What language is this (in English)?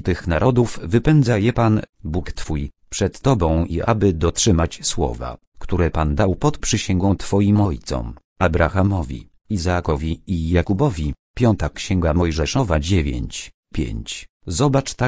Polish